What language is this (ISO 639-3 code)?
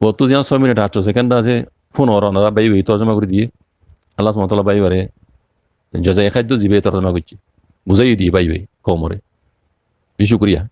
rhg